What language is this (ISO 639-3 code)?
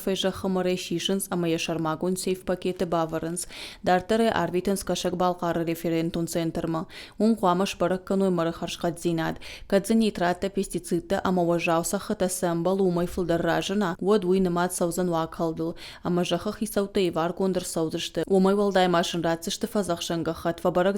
oss